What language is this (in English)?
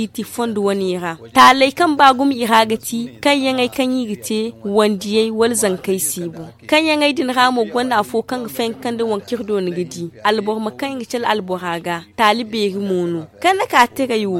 Zarma